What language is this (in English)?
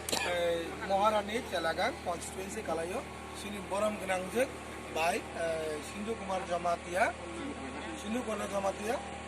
Kok Borok